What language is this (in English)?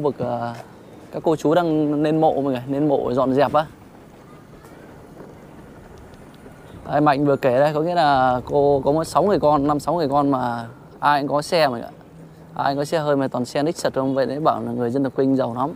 Vietnamese